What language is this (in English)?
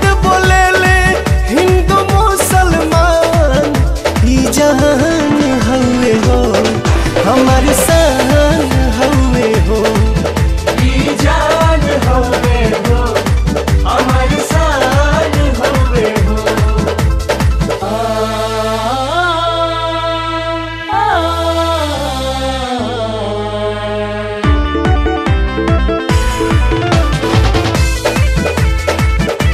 Bhojpuri